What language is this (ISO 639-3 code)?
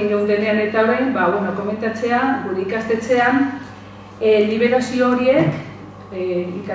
eus